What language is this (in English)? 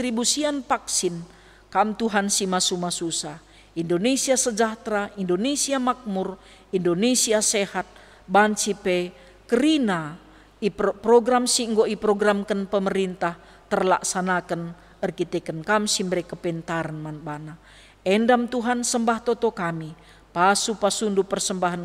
Batak Karo